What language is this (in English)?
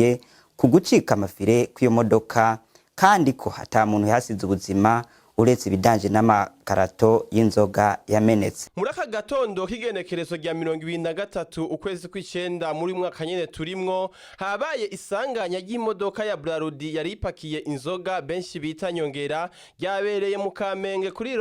Rundi